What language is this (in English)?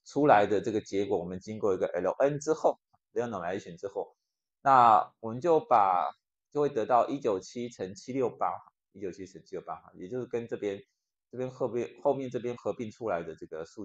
Chinese